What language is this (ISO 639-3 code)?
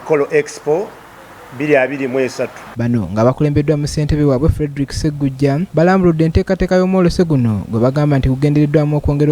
lug